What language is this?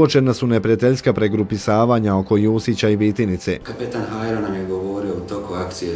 Bosnian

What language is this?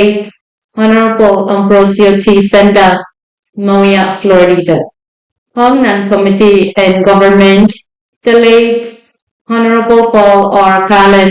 Pohnpeian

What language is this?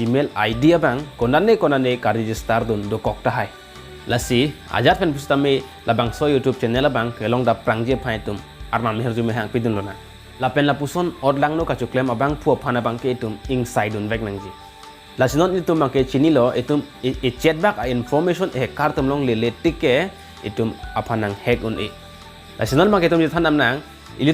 Karbi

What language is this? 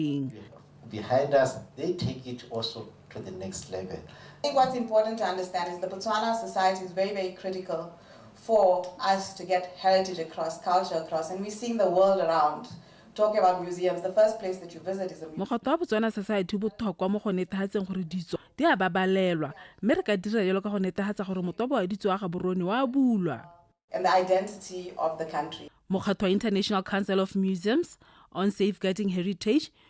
Tswana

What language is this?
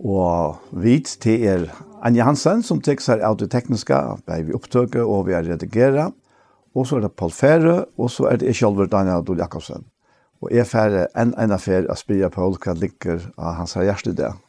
Faroese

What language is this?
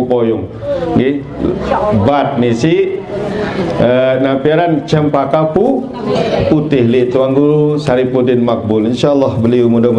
Sasak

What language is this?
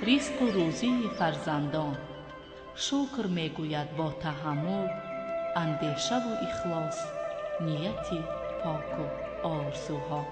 Tajik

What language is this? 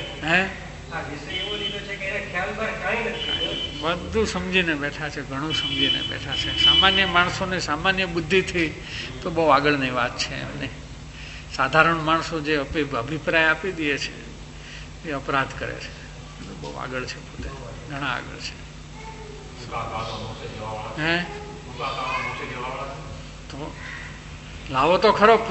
Gujarati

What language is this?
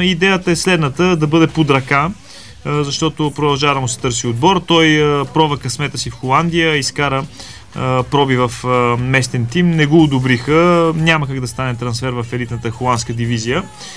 Bulgarian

